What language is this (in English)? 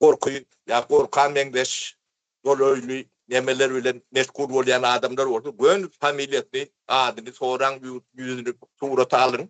Turkmen